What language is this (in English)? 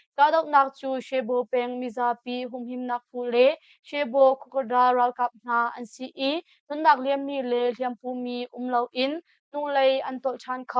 Hakha Chin